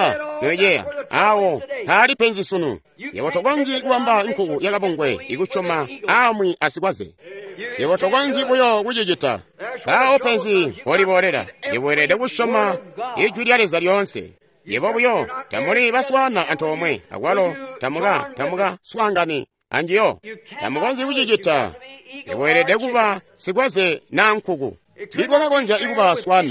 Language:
Tonga (Zambia)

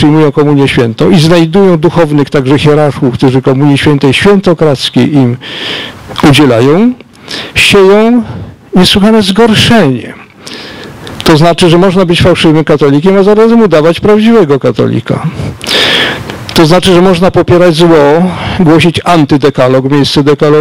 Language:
Polish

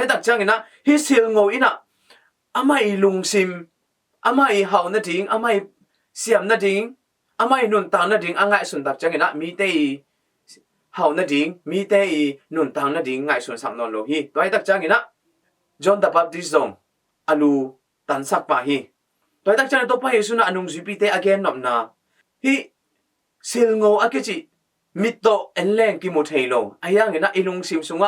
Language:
Tedim Chin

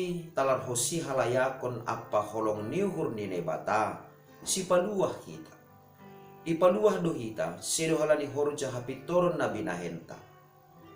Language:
Batak Simalungun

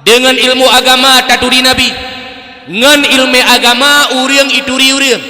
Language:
Achinese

